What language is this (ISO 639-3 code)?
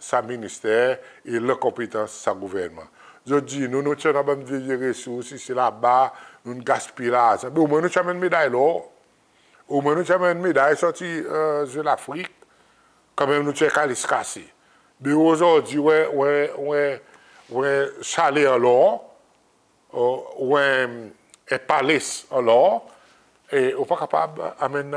crs